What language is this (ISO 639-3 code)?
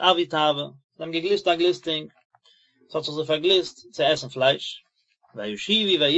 yid